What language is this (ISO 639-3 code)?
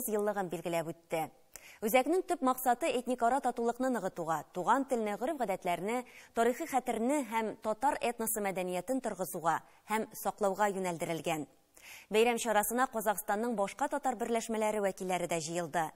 tat